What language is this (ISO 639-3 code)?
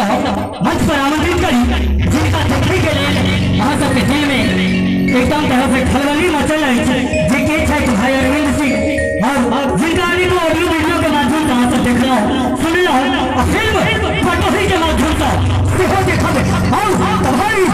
mai